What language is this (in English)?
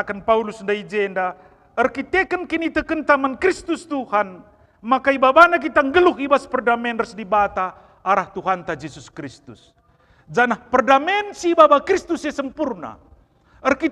Batak Karo